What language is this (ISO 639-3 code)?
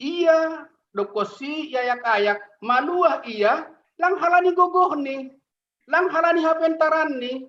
bts